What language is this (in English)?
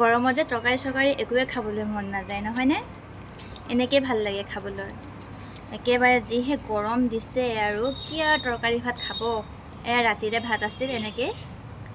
Assamese